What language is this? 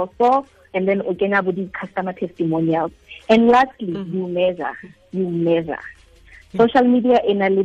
Tswana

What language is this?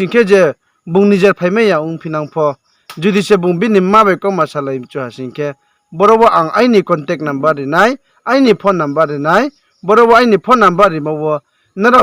Riang (India)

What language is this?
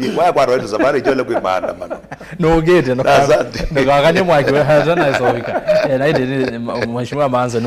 Kamba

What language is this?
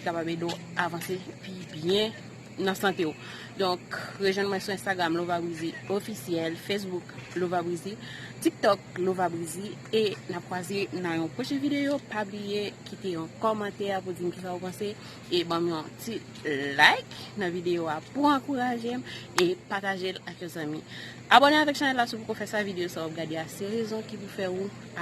Haitian Creole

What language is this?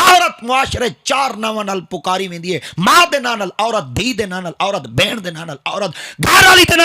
Saraiki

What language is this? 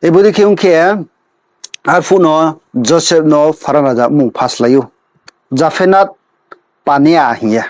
Riang (India)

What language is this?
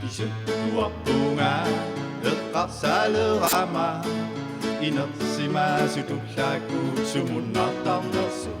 Kalaallisut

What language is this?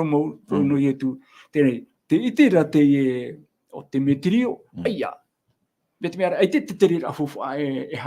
Tahitian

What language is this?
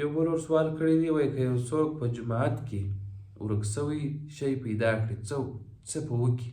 Pashto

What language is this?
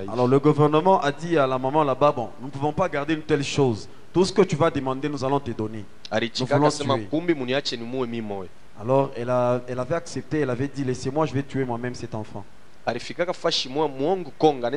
French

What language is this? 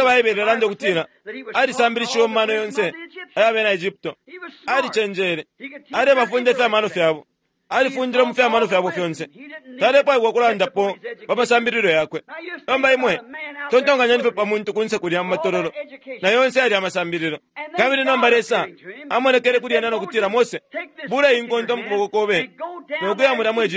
Bemba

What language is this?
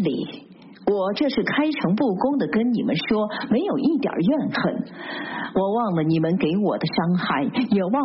Chinese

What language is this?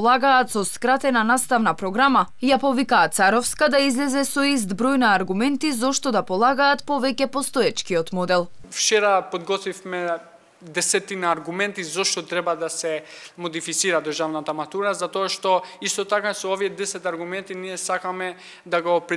Macedonian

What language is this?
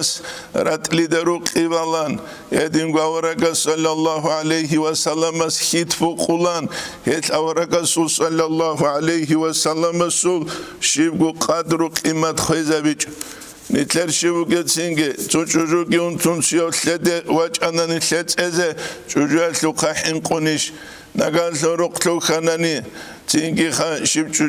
Avaric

